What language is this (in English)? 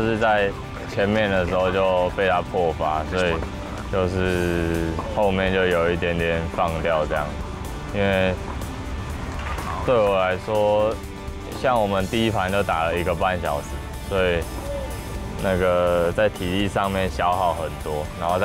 Chinese